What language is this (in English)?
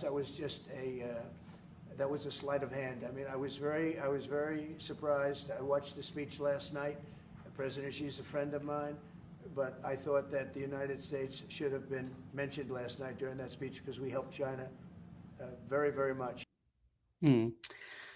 Hakha Chin